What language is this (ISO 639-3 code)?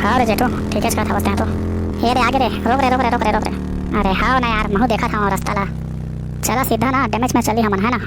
hne